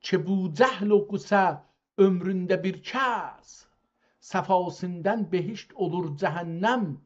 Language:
South Azerbaijani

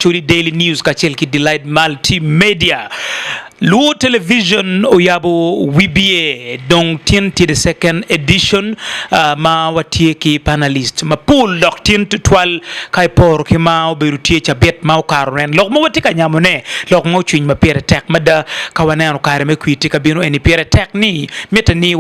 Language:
Acoli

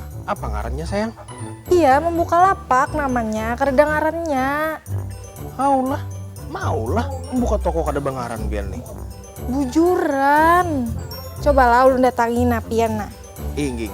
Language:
Banjar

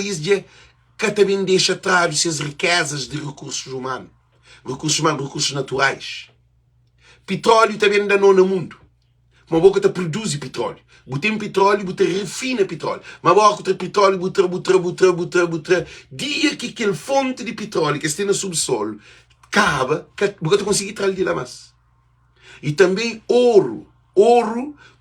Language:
Kabuverdianu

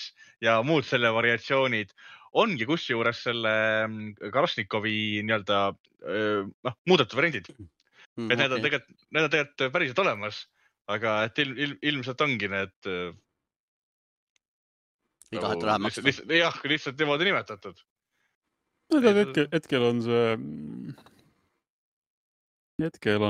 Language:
Estonian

